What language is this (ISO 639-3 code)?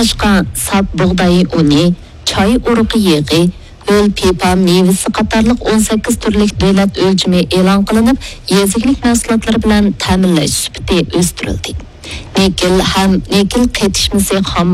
uig